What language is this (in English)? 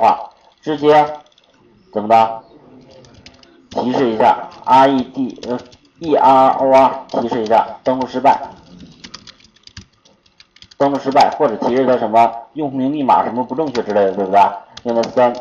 Chinese